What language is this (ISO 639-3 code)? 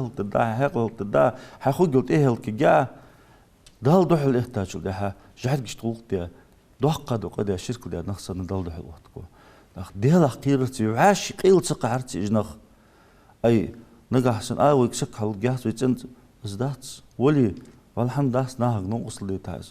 inh